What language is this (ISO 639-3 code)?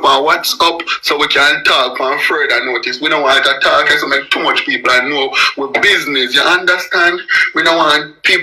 jam